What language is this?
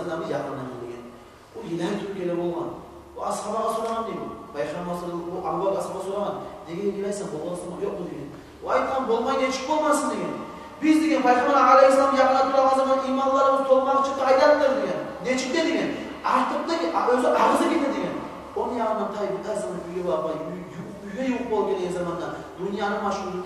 Kumyk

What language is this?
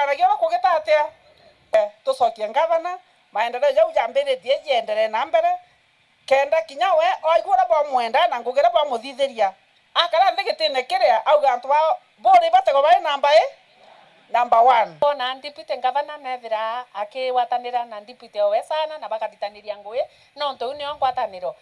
Meru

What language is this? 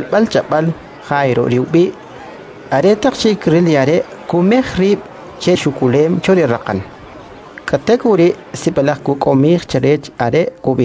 Kʼicheʼ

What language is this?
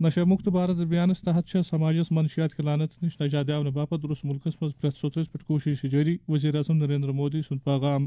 Kashmiri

